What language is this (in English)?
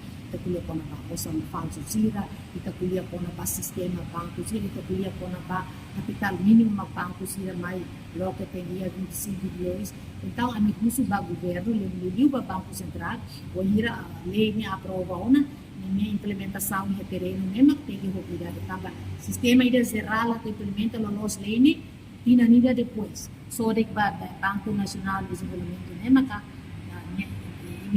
Tetum